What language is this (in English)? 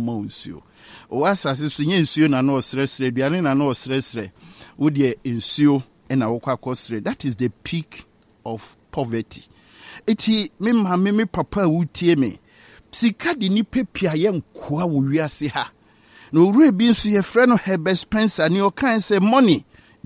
Akan